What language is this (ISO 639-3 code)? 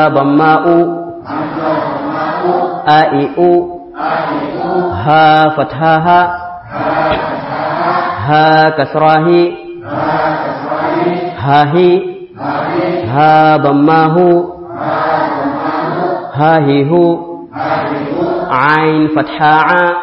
swa